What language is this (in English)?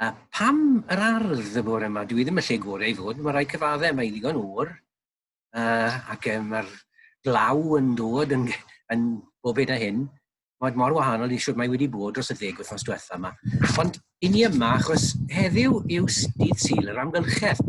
Welsh